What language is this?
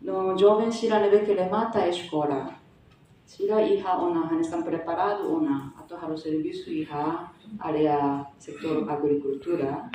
Tetum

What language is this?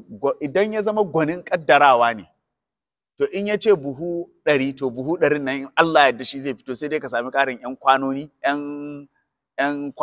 Hausa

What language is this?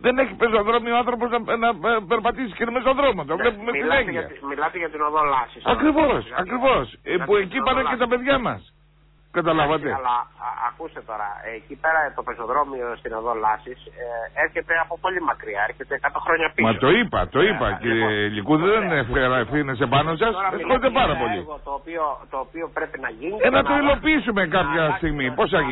Greek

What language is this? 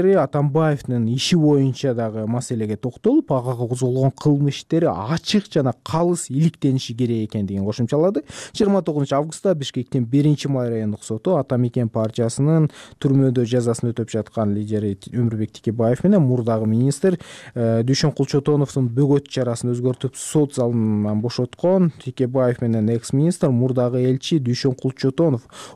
Kyrgyz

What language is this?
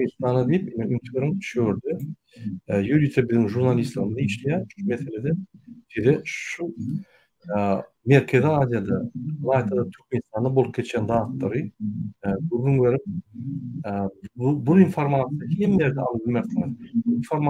Turkmen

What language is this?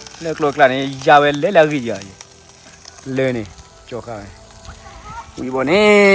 S'gaw Karen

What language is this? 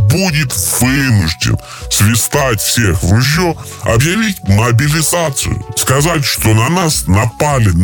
Russian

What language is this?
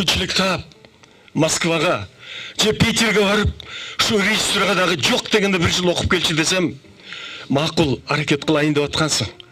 Kyrgyz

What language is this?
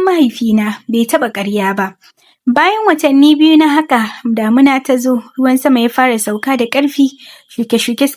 Hausa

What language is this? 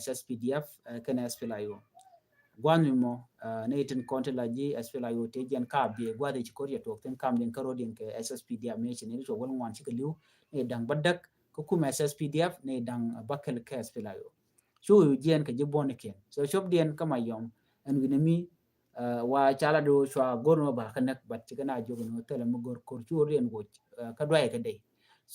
Nuer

